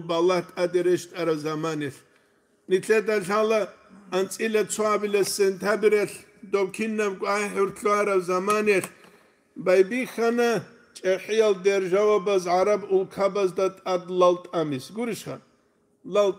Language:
Avaric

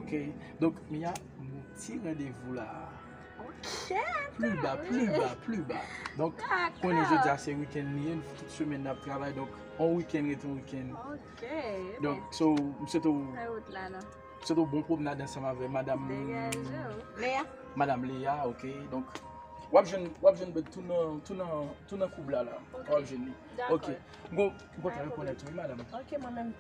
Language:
Haitian Creole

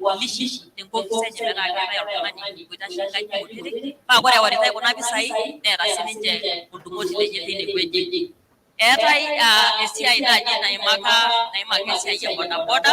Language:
Masai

